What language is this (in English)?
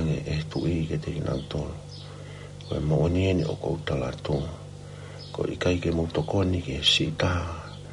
Tongan